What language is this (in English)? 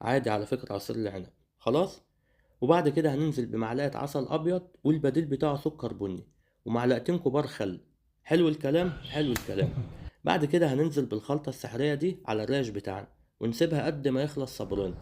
Egyptian Arabic